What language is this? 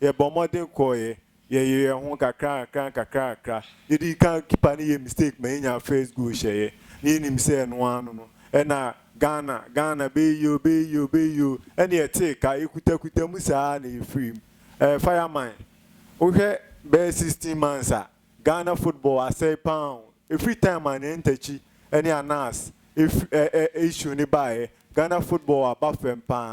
Akan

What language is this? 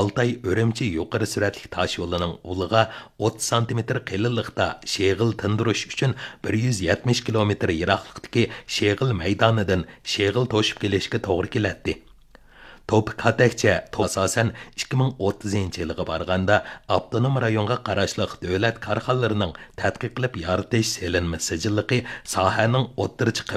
Uyghur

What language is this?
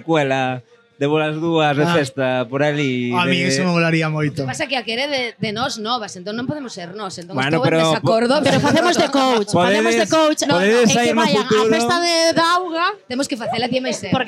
Galician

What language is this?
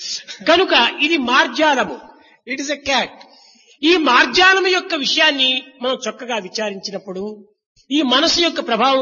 Telugu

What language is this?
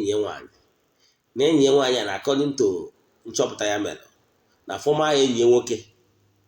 Igbo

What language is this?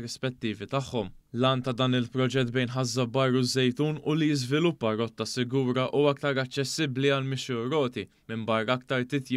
Maltese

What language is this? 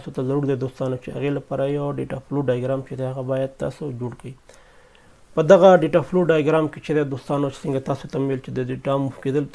Pashto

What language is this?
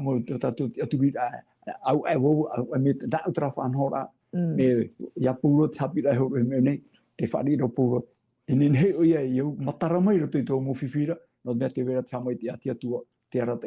Tahitian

